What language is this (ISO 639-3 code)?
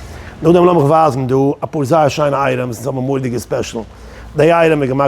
yid